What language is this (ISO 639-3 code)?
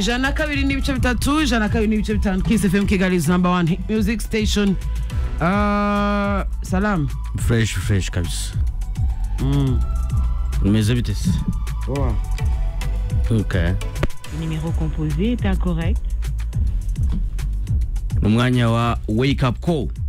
kin